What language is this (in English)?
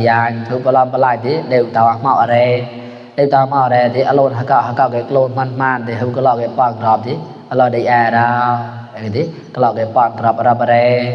Mon